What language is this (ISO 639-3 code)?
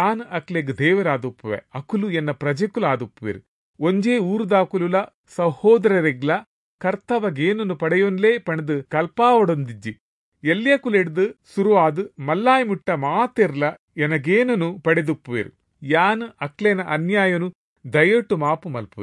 tcy